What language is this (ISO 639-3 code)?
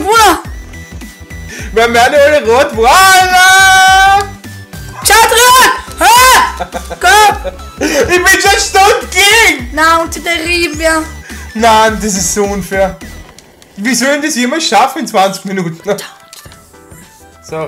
deu